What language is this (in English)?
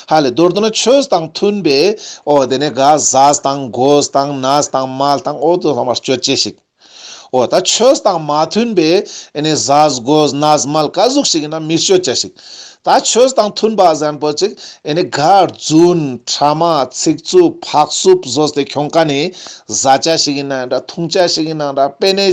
Ladakhi